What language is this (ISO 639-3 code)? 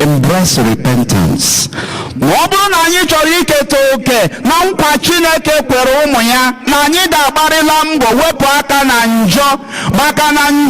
ibo